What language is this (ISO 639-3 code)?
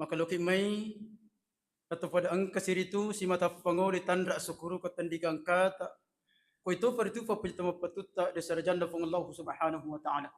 bug